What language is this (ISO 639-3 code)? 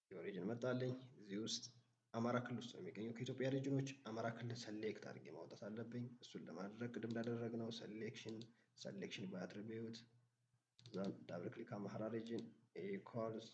amh